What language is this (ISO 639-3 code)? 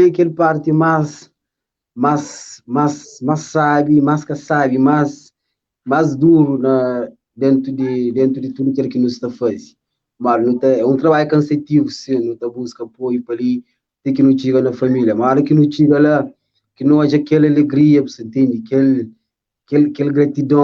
kea